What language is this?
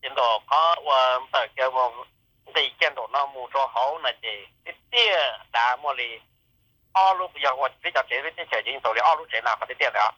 Hmong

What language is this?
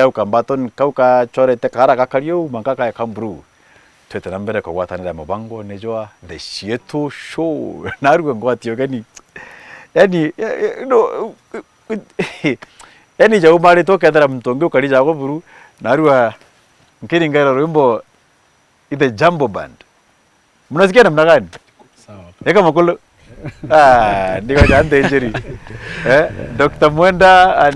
Meru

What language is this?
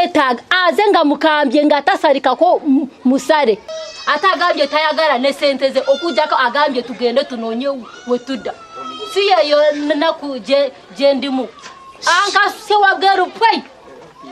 Ganda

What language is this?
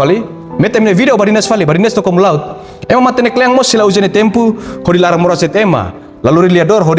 Tetum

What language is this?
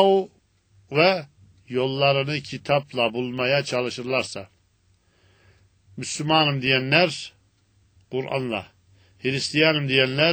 Turkish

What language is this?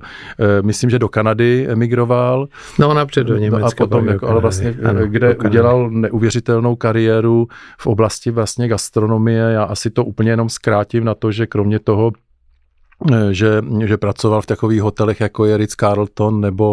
Czech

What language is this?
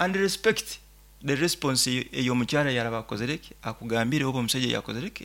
Nyoro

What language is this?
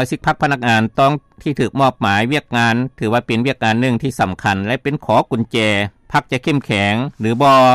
Lao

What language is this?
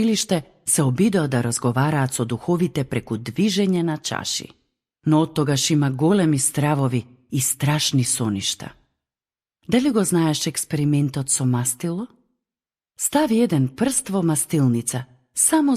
Macedonian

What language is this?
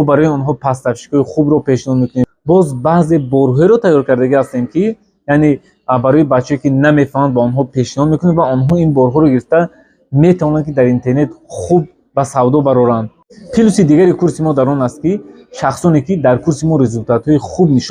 Tajik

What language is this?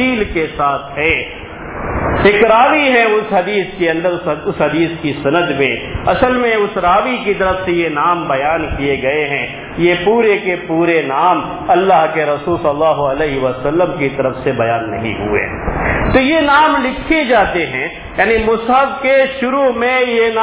Urdu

